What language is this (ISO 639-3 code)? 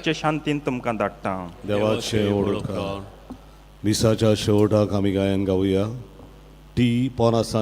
kok